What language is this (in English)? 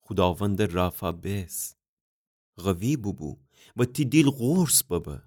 Gilaki